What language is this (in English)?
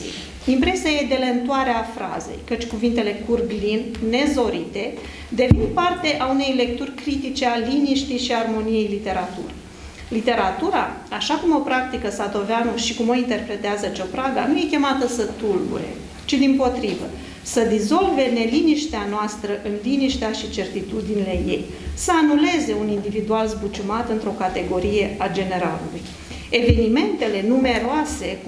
Romanian